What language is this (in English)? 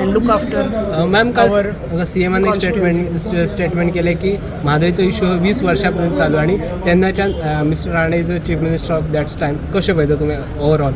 Konkani